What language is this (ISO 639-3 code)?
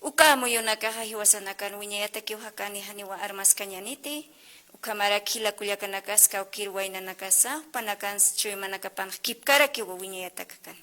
aym